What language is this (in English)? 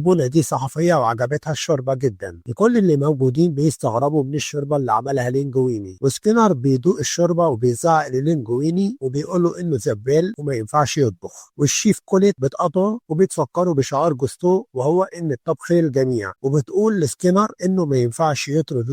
Egyptian Arabic